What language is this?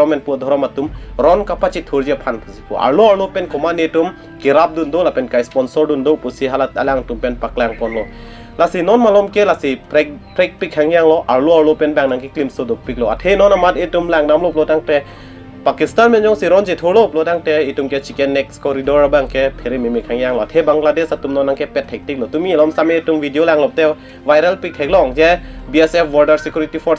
Karbi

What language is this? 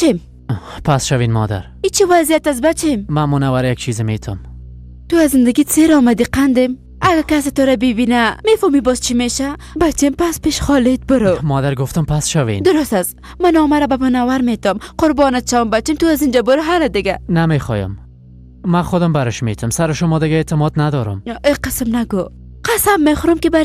Persian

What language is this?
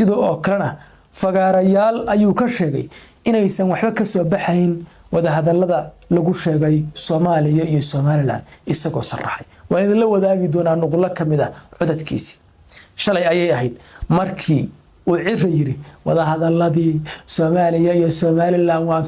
Somali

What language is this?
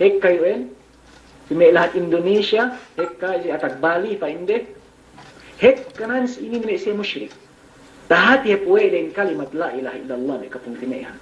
Yakan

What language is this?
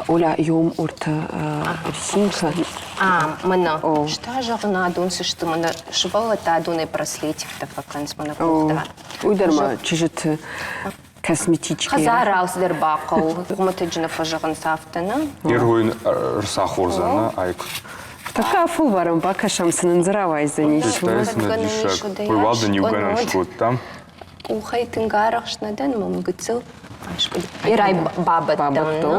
Ossetic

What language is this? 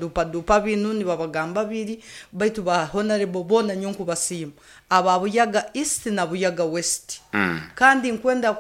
Nyoro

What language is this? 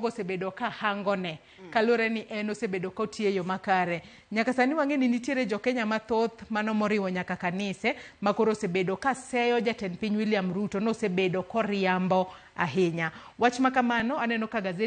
Luo (Kenya and Tanzania)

